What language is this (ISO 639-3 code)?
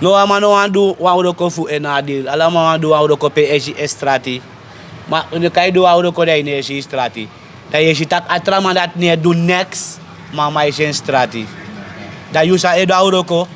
srn